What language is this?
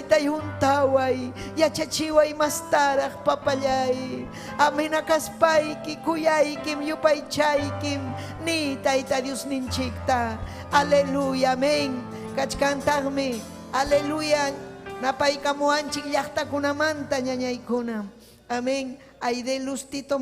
Ayacucho Quechua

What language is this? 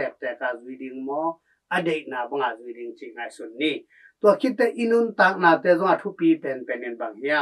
Tedim Chin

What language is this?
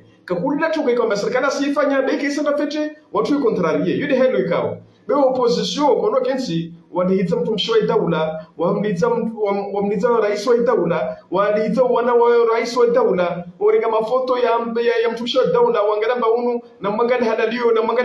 Ngazidja Comorian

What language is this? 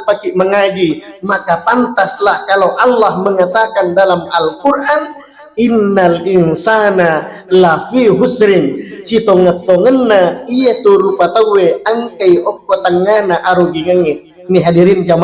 Buginese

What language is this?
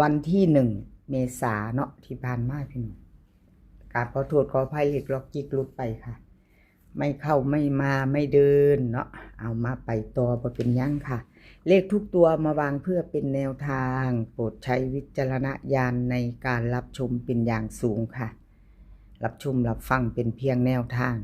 Northeastern Thai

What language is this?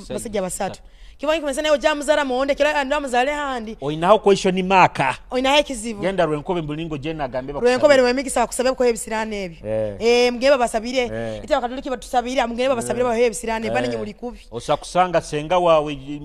Nyoro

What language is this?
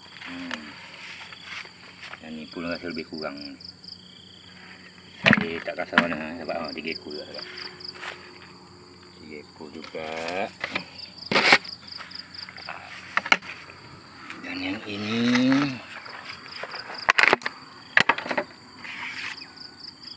Malay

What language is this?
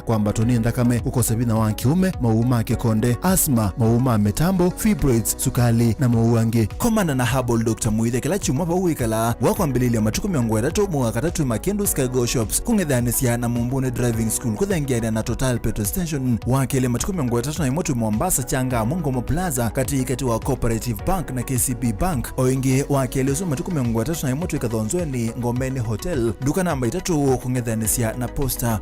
Kamba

